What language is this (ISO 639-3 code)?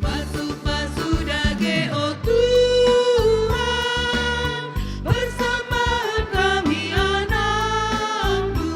btx